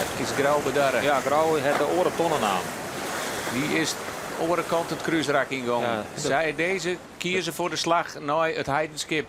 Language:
Western Frisian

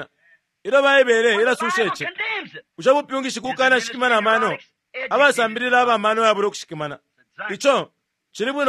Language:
Bemba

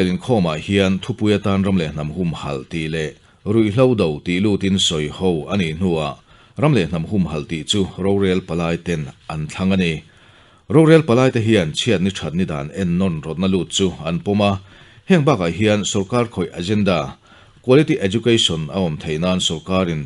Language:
Mizo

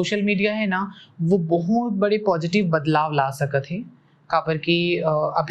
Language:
Chhattisgarhi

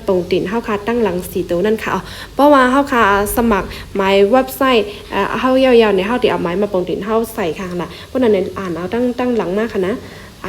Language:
Shan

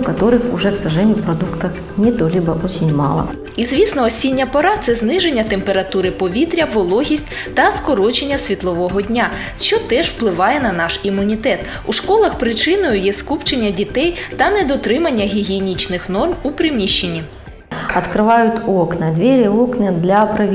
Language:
Ukrainian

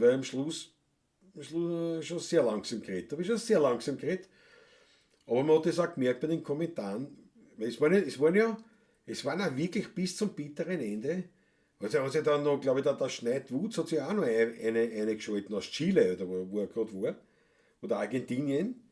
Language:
Bavarian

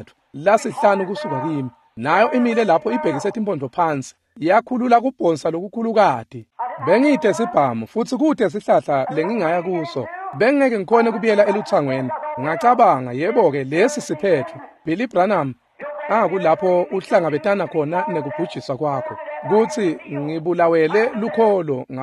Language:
Swati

